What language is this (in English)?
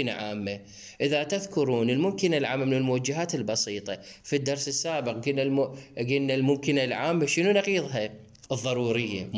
Mesopotamian Arabic